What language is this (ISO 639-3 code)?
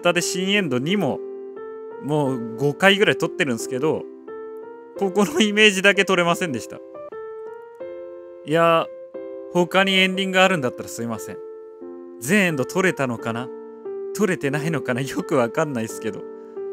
jpn